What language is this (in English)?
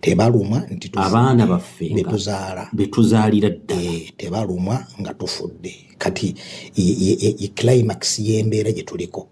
Ganda